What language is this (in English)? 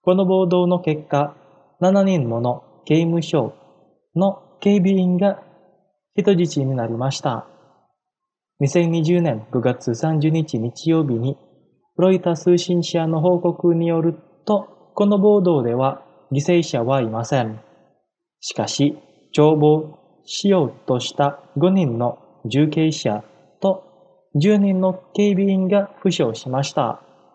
Japanese